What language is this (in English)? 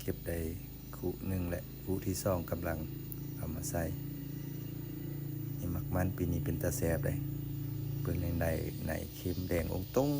Lao